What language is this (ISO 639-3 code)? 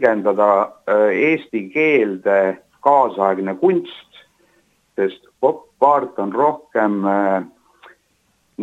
est